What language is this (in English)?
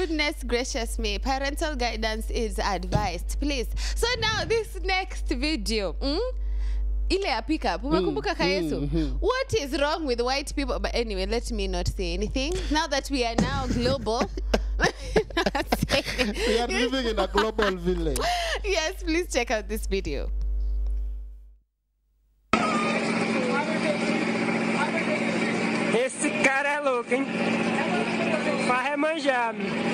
Swahili